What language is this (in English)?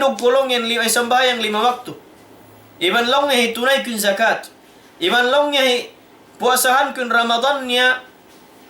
Tausug